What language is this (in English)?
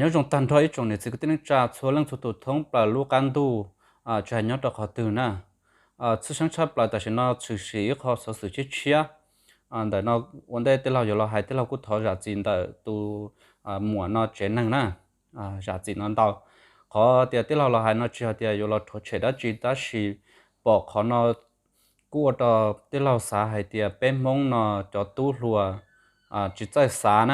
Hmong